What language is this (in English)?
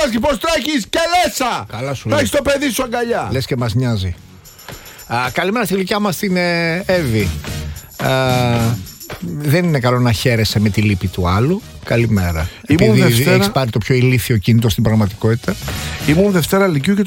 Greek